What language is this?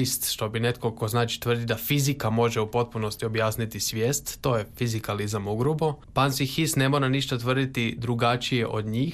Croatian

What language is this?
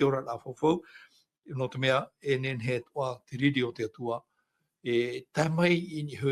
Tahitian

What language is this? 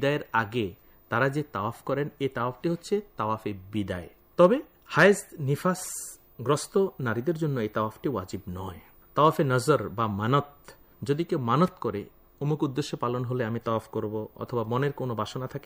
Bangla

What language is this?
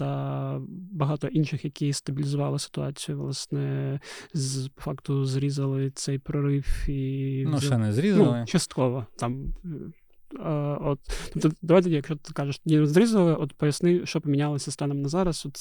Ukrainian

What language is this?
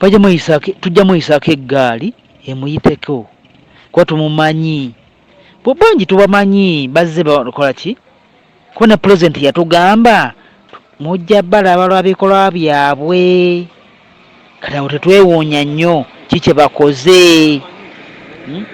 Ganda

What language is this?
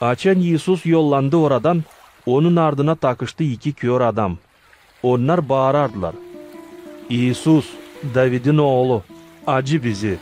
Gagauz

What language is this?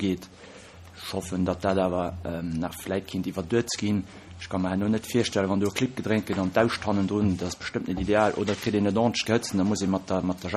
Luxembourgish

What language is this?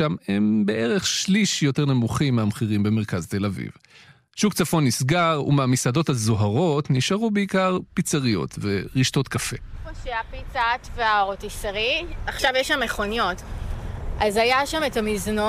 Hebrew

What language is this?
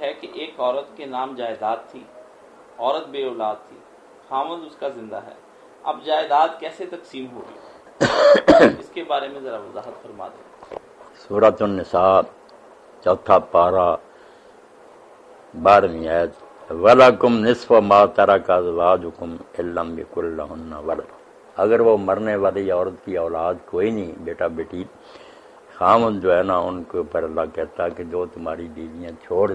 Urdu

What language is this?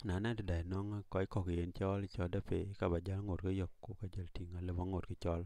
Dinka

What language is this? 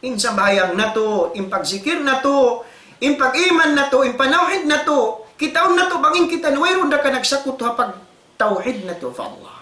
Tausug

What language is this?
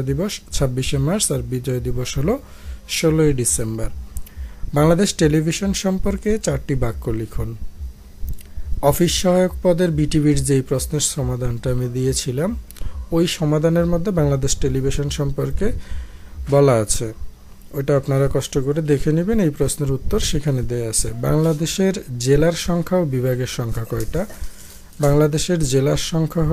Bangla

